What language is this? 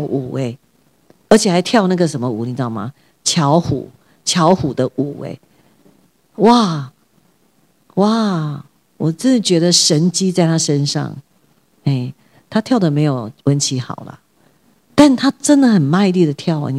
Chinese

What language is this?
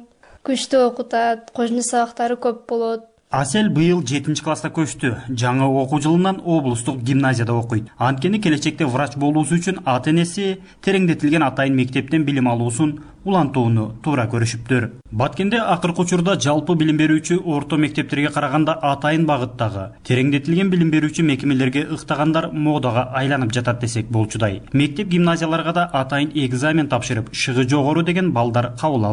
Kyrgyz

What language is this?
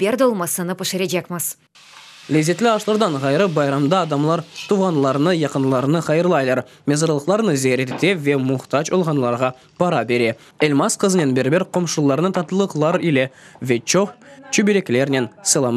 Crimean Tatar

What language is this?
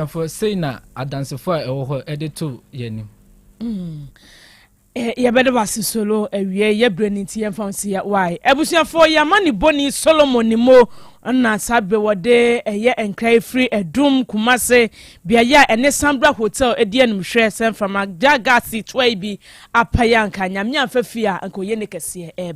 Akan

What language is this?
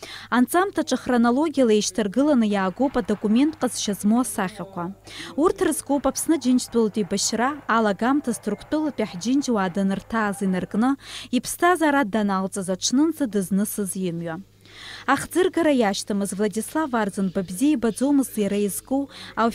Abkhazian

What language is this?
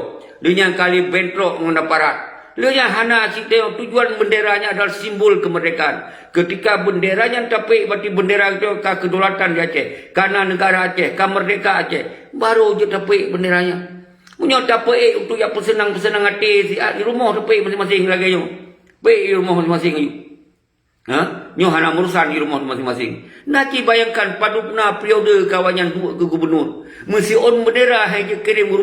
Achinese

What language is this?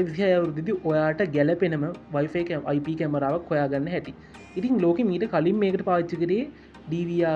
Sinhala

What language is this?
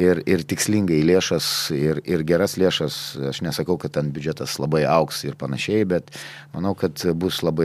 Lithuanian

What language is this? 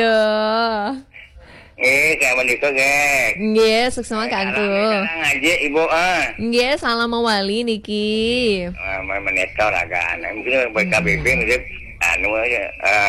Balinese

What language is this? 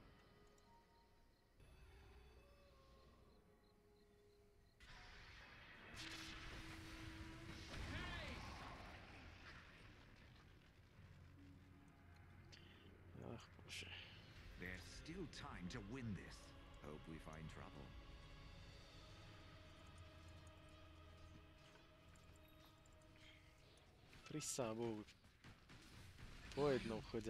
Slovak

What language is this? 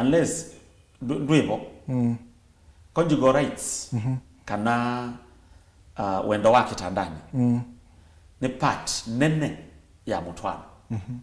Kamba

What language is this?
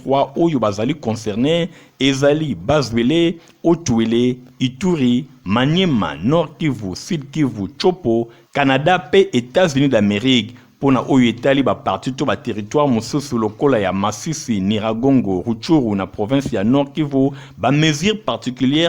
Lingala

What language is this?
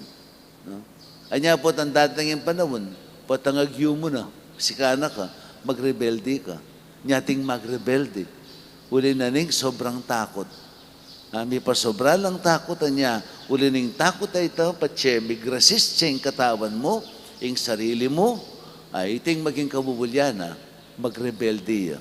Pampanga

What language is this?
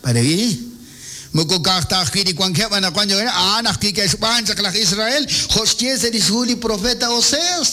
Kekchí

